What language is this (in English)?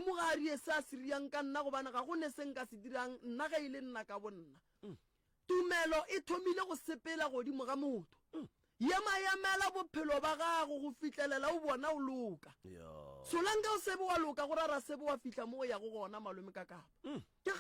Northern Sotho